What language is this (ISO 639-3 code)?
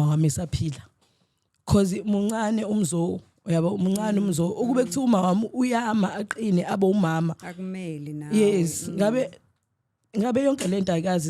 zul